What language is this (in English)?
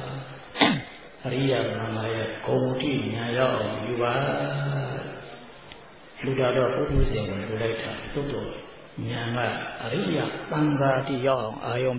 Burmese